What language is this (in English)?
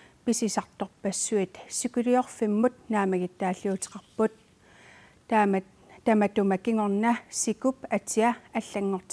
Kalaallisut